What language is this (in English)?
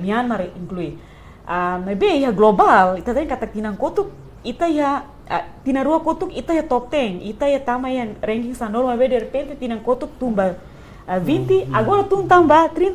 Tetum